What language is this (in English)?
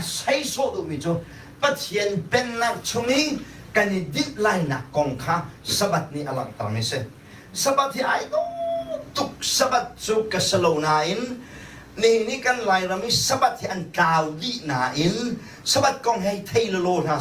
Hakha Chin